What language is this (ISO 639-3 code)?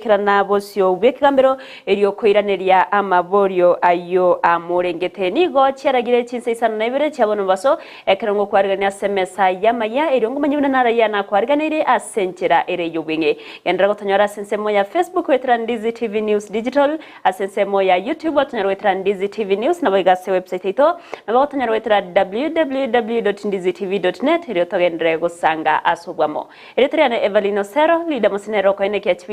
guz